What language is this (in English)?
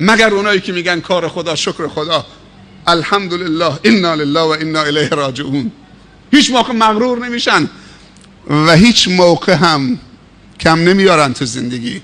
Persian